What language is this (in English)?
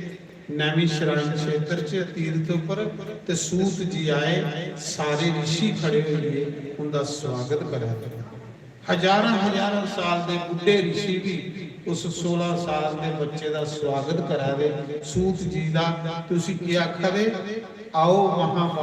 Dogri